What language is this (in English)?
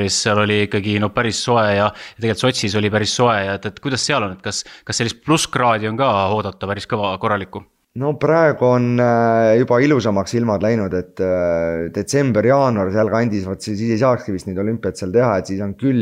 Estonian